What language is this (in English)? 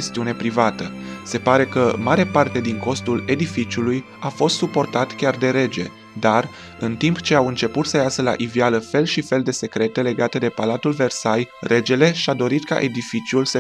Romanian